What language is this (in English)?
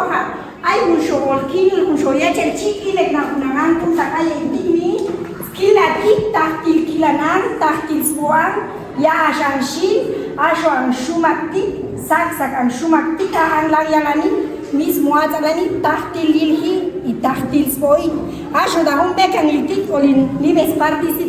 Chuj